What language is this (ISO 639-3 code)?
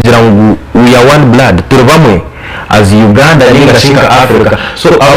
nyn